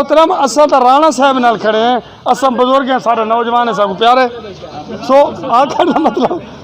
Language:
Saraiki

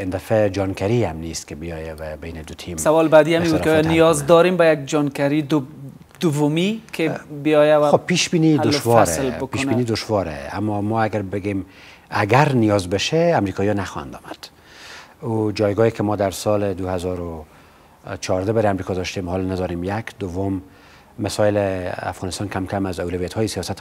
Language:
Persian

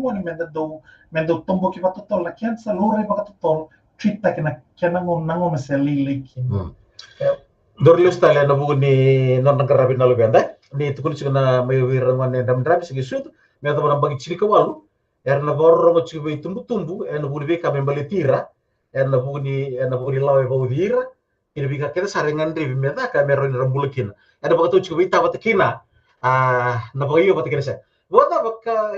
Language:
Fijian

